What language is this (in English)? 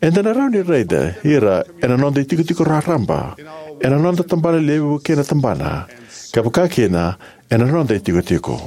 Fijian